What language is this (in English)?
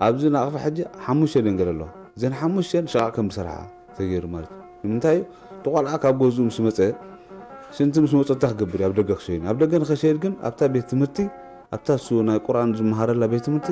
Tigre